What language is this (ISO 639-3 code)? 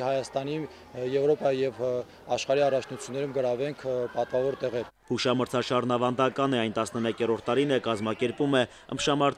hye